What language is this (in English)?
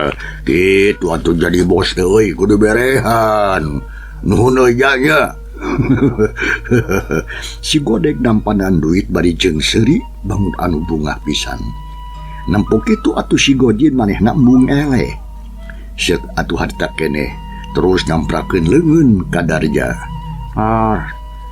Sundanese